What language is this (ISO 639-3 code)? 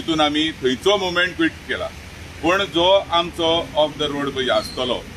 kok